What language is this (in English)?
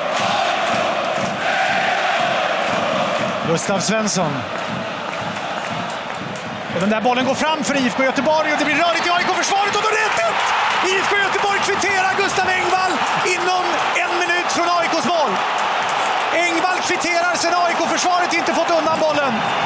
Swedish